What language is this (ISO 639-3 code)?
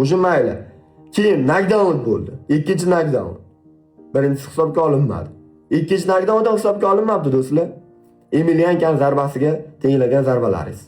uzb